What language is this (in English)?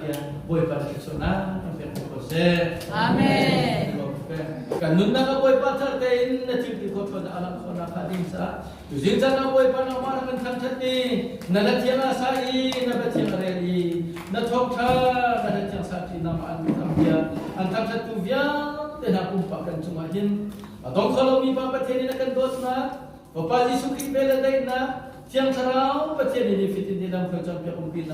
Hakha Chin